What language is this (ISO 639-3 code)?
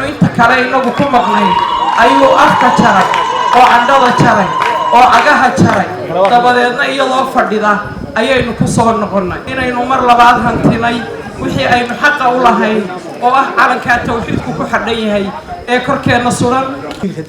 som